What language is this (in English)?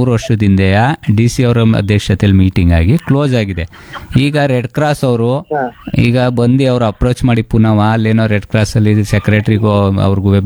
Kannada